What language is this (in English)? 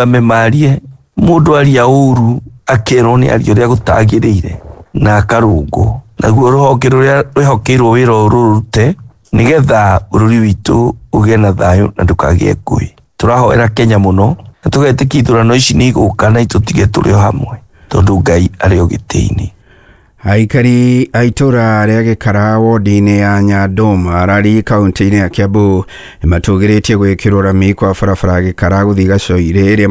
Kikuyu